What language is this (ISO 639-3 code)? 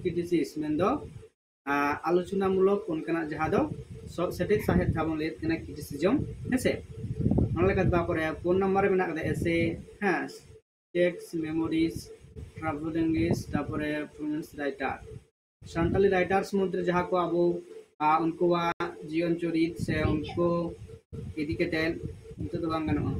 sat